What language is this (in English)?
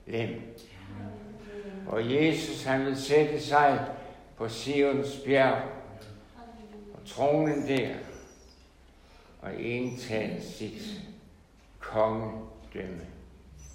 Danish